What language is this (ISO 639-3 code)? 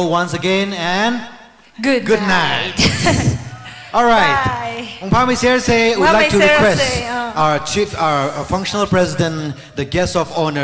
nmf